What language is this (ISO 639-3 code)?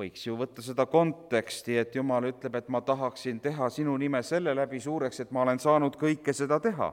est